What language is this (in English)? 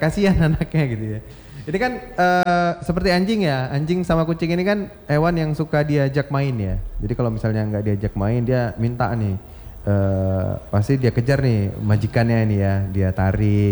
Indonesian